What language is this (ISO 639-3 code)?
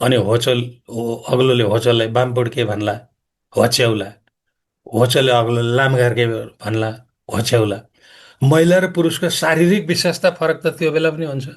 nep